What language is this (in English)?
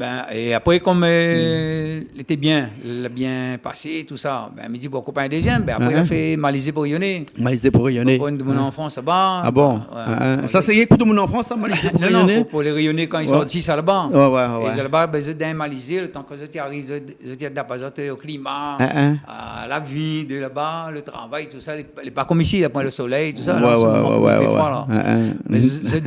Réunion Creole French